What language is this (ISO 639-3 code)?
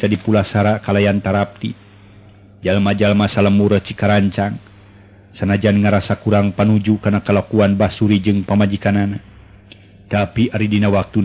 sun